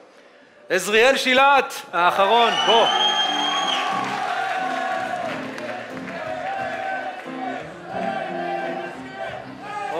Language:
Hebrew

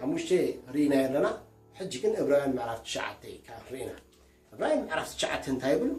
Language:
Tigrinya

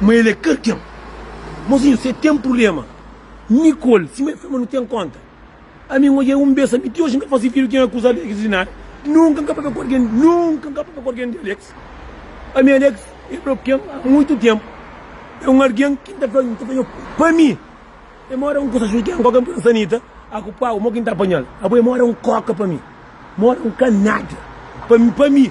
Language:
Kabuverdianu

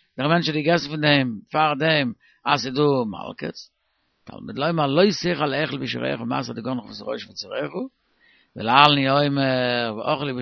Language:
Yiddish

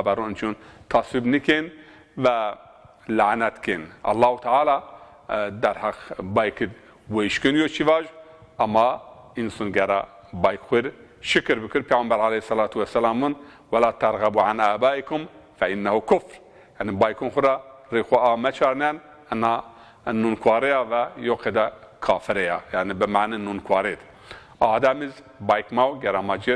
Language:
Zaza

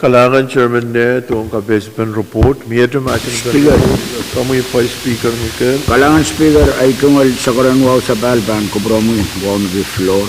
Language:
Pohnpeian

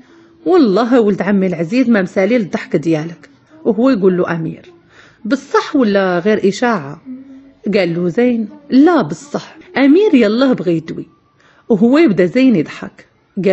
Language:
Moroccan Arabic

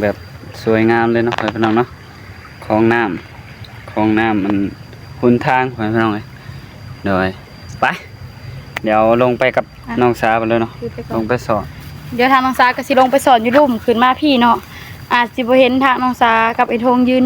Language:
Northeastern Thai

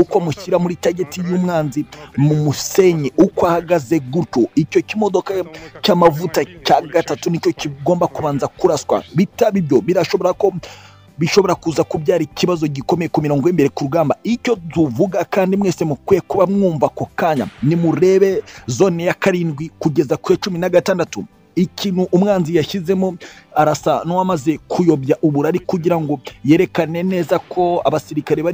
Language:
Kinyarwanda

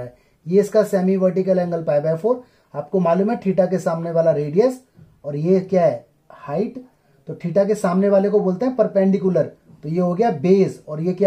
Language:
Hindi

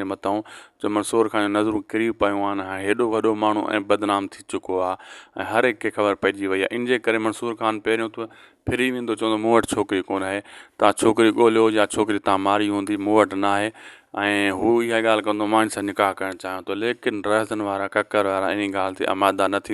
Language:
Sindhi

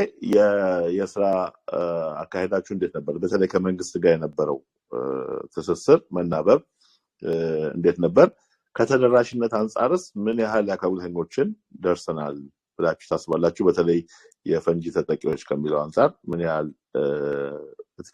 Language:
Amharic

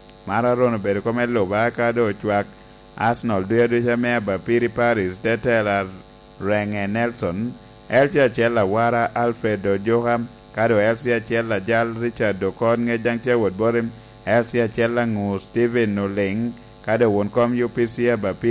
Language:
Lango (Uganda)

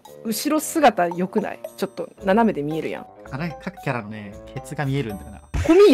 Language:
Japanese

